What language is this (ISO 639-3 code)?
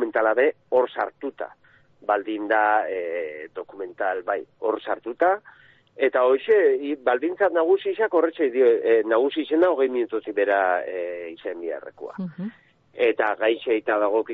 eus